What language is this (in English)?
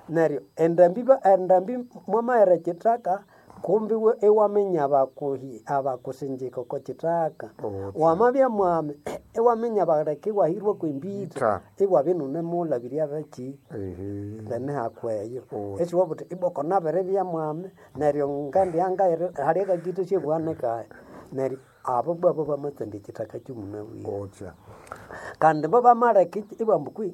Nande